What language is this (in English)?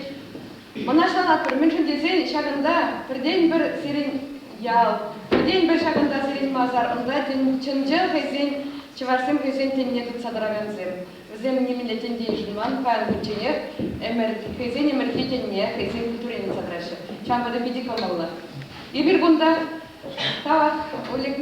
Chuvash